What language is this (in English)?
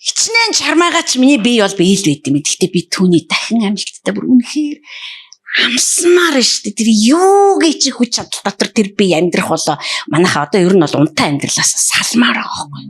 Mongolian